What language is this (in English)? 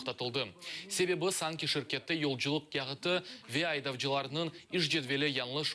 Crimean Tatar